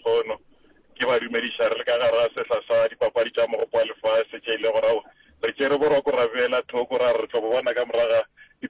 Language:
Northern Sotho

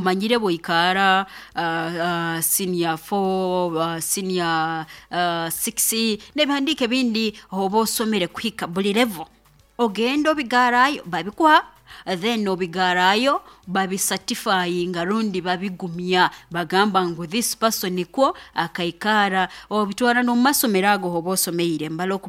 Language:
Nyoro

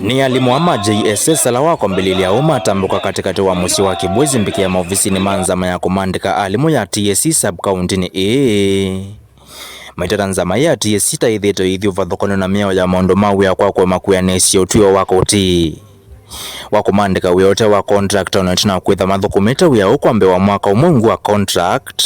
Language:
Kamba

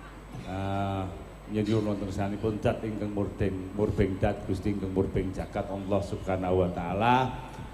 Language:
Javanese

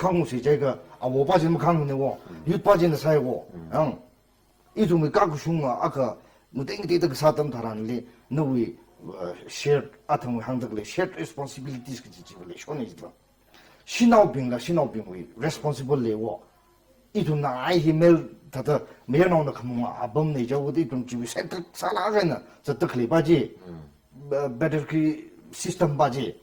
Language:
Tangkhul Naga (India)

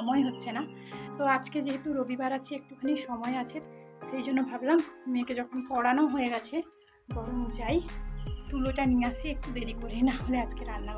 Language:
Bangla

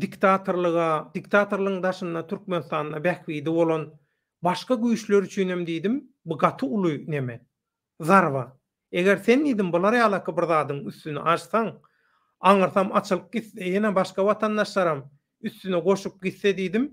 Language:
Turkmen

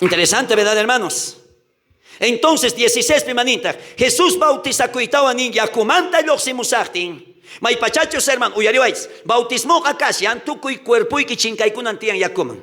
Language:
South Bolivian Quechua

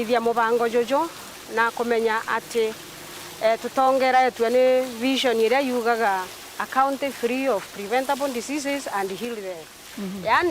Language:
Meru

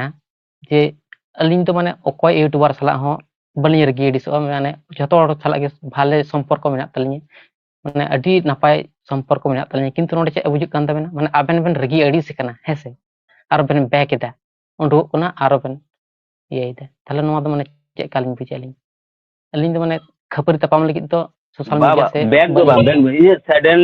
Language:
Santali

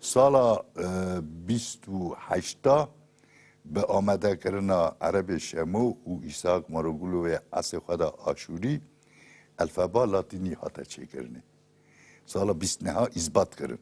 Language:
Kurdish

